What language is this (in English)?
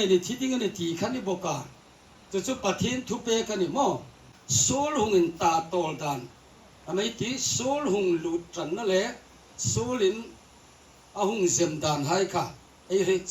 Hmar